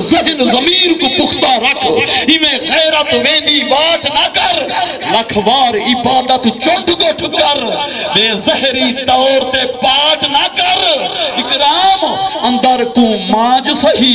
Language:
Saraiki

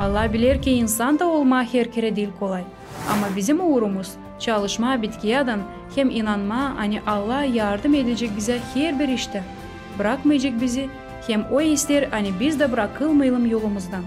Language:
Gagauz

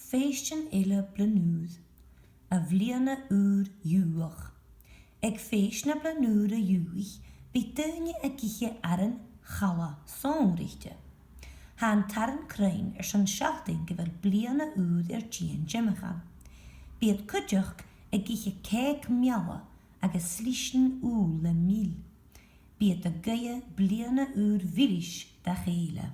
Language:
Scottish Gaelic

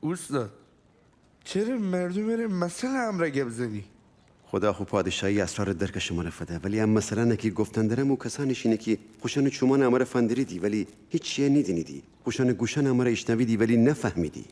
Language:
Gilaki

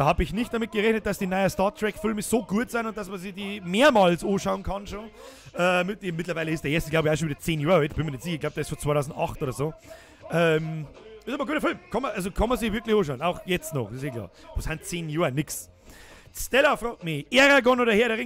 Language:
Bavarian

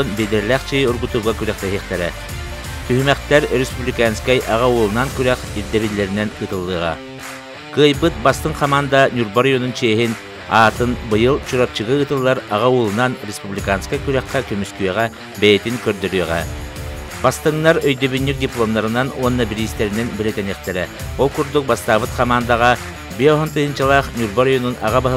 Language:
Yakut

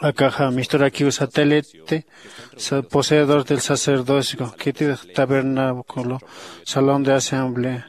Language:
Aymara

